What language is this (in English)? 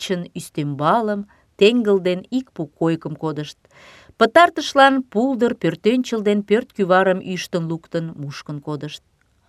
Mari